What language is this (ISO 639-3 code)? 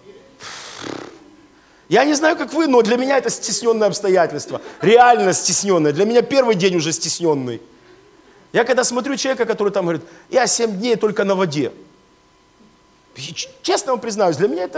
rus